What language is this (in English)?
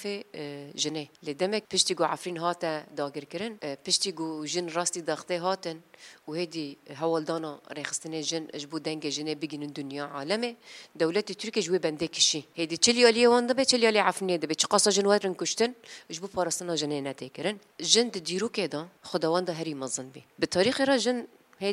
Kurdish